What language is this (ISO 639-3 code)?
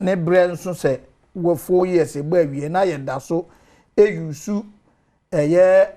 aka